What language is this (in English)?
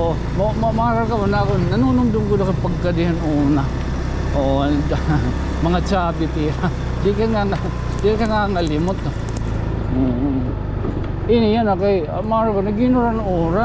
Waray